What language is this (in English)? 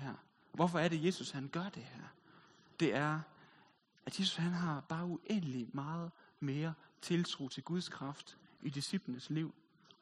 Danish